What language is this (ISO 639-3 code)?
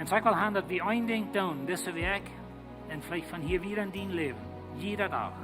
pdt